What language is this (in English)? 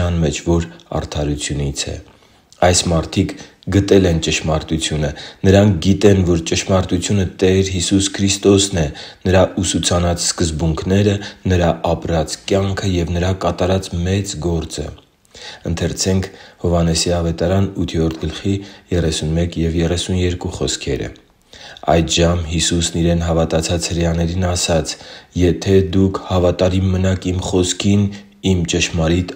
Armenian